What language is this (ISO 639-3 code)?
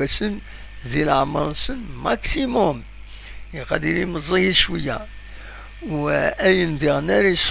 kab